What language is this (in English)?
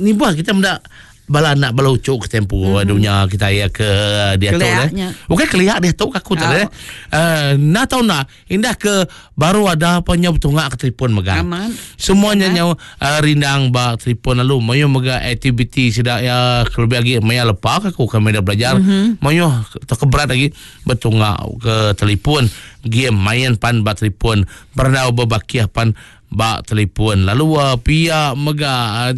Iban